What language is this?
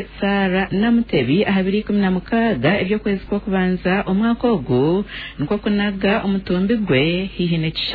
Nyankole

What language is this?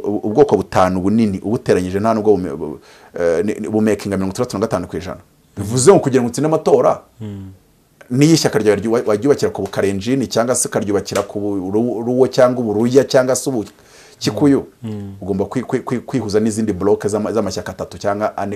Kinyarwanda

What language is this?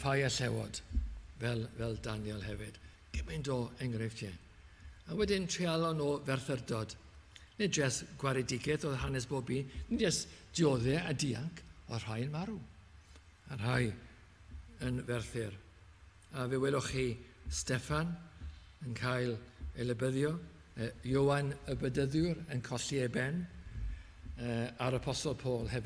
Welsh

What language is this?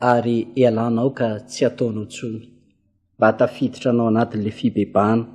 Malagasy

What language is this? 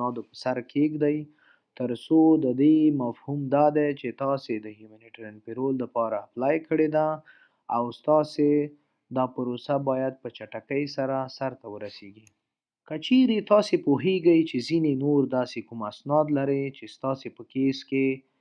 Pashto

